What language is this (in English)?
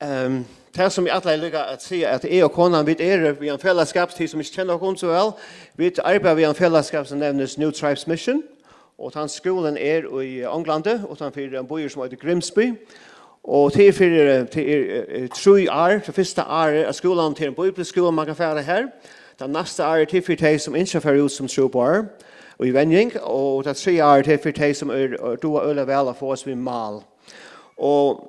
Faroese